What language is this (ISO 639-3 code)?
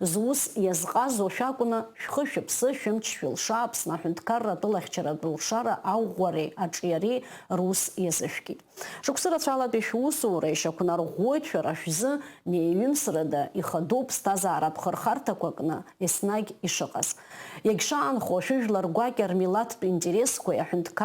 abk